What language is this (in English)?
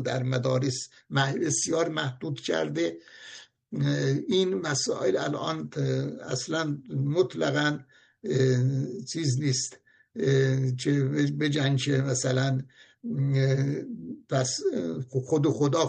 Persian